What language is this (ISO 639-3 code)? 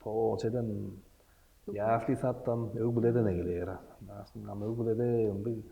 tyv